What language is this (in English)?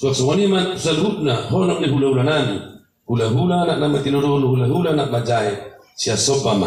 Batak Toba